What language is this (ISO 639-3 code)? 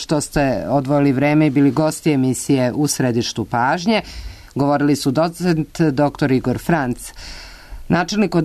srp